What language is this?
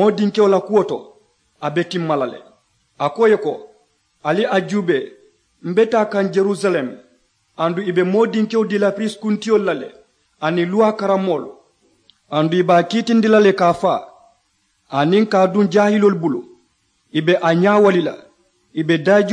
Mandingo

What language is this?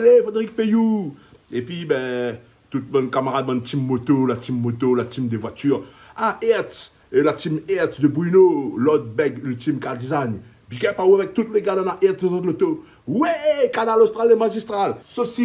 Réunion Creole French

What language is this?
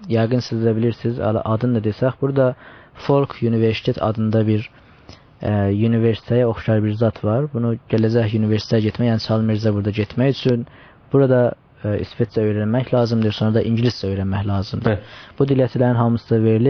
South Azerbaijani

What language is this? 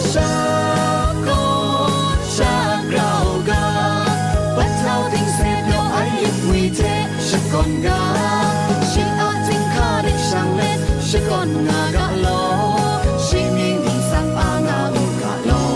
Kachin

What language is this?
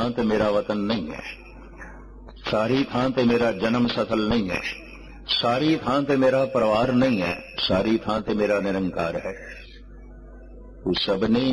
Punjabi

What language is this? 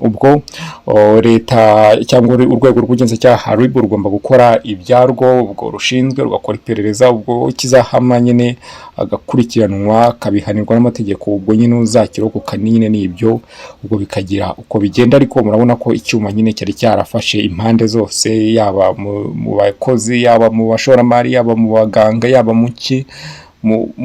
Kinyarwanda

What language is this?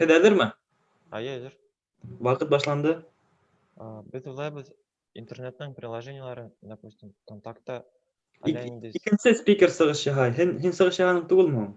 Bashkir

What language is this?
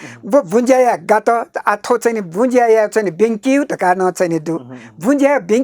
Newari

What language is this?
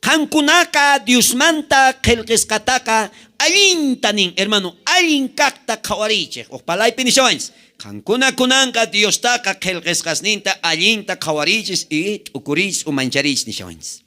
South Bolivian Quechua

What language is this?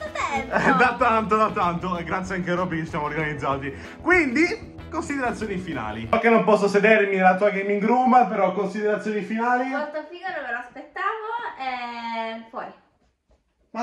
Italian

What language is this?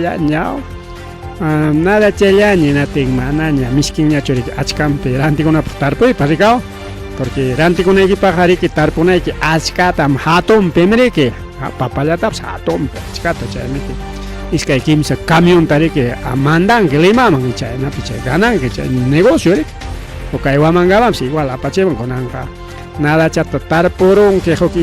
Ayacucho Quechua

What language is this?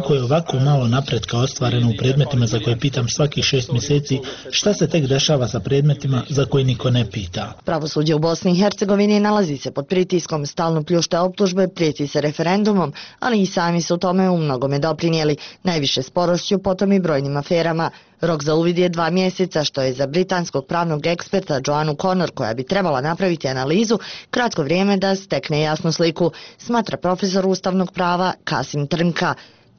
Bosnian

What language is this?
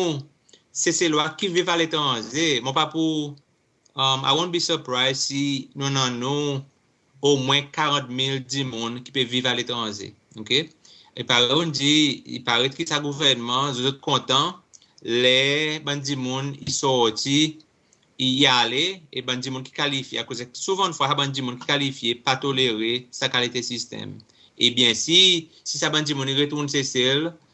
Seselwa Creole French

